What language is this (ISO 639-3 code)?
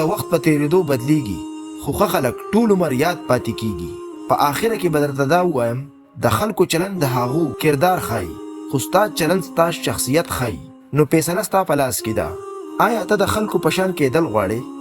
pus